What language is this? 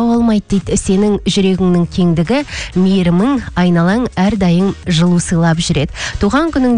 Kazakh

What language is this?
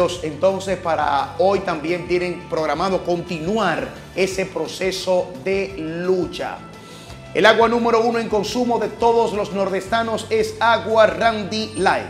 Spanish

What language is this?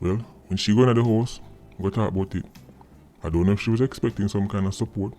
Jamaican Creole English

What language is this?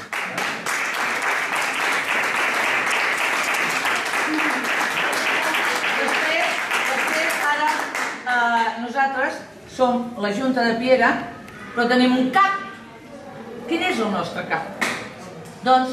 Catalan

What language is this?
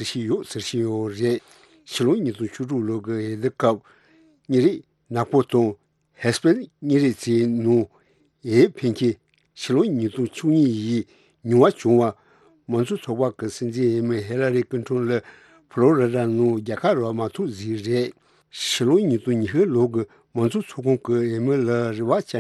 Tibetan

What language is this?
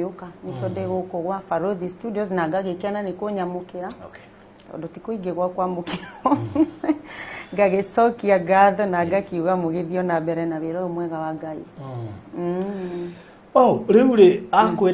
Kikuyu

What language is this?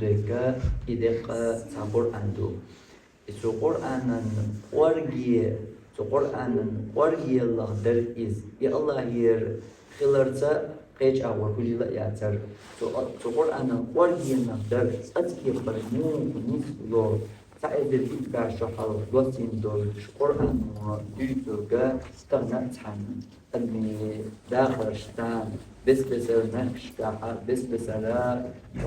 Chechen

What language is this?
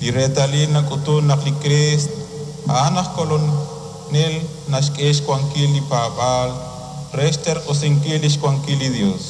Kekchí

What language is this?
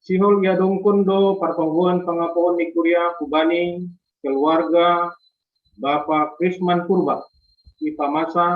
Batak Simalungun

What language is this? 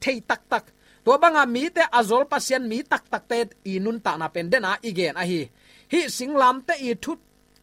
Tedim Chin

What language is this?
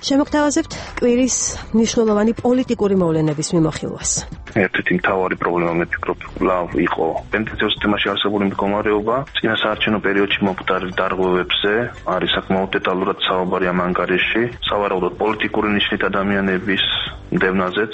Georgian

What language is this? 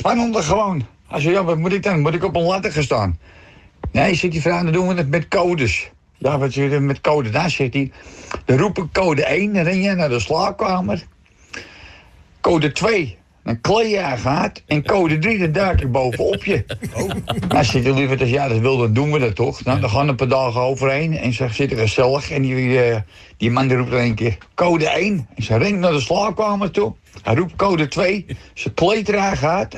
Dutch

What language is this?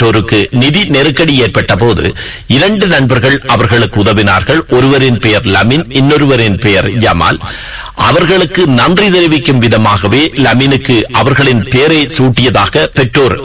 Tamil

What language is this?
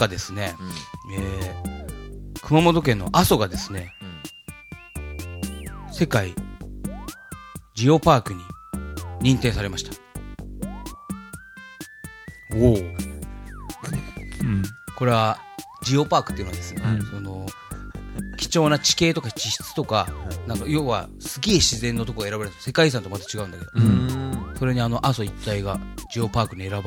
Japanese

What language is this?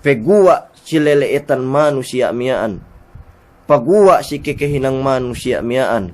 Yakan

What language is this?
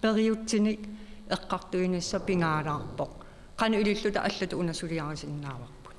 Kalaallisut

